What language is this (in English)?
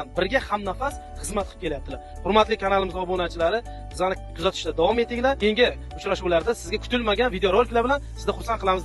Uzbek